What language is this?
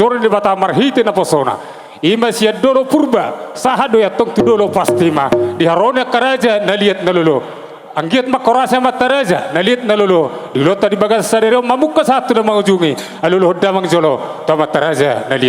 Batak Toba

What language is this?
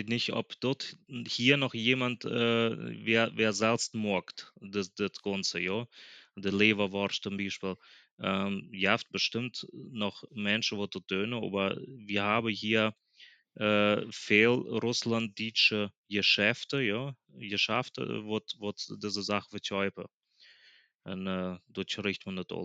Plautdietsch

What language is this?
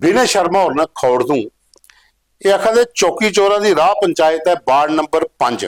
Dogri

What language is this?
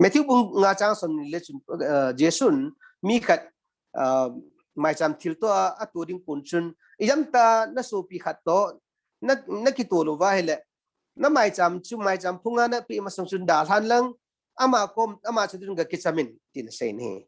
Thado Chin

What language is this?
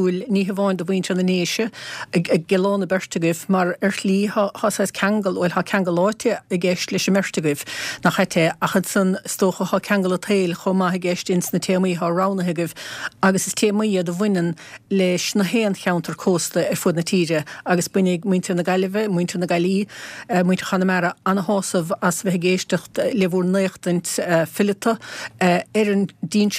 Irish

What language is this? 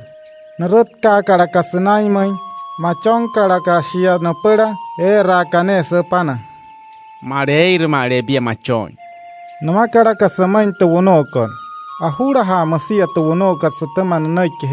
Wayuu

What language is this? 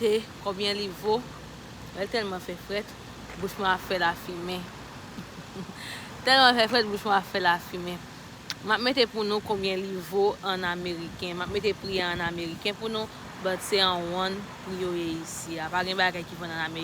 Haitian Creole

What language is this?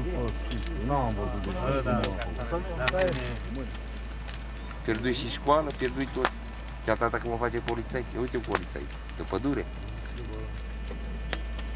Romanian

